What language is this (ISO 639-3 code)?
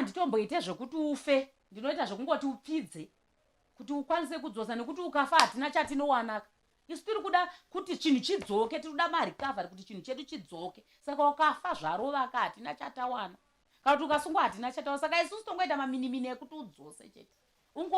sna